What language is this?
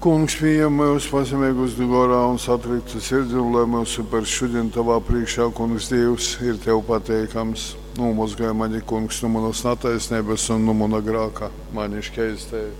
Latgalian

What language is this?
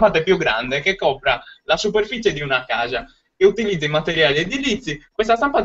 Italian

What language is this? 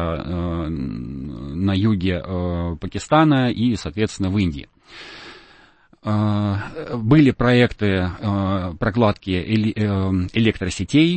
Russian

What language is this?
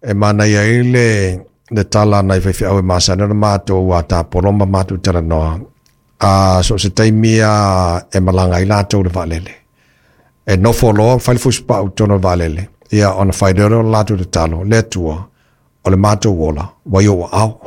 Samoan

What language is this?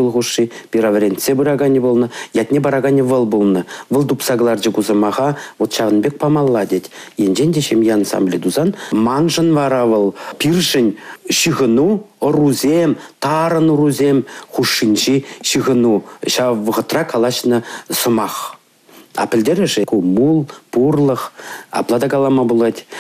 Chuvash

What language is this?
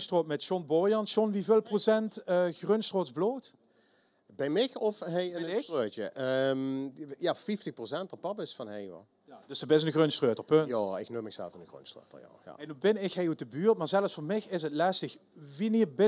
Limburgish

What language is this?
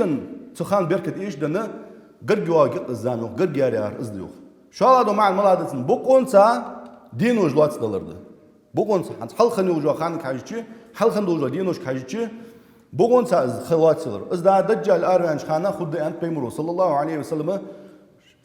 Ingush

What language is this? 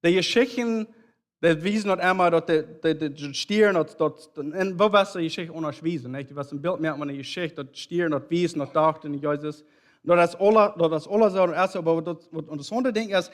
Plautdietsch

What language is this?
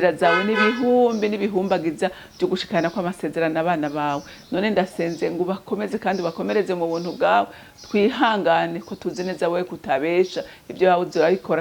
Rundi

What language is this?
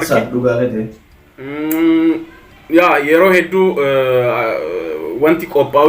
Oromo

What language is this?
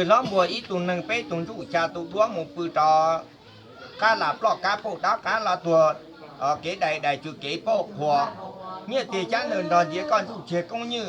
Hmong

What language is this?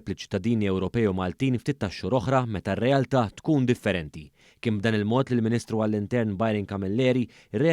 Maltese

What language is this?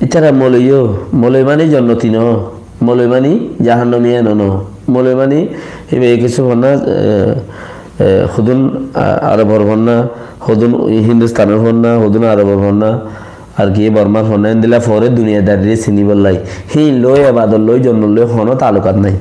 Rohingya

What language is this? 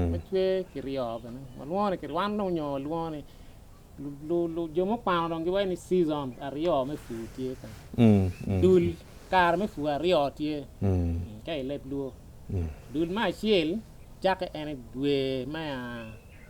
Acoli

